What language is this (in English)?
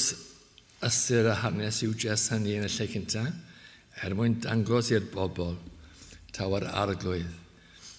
Welsh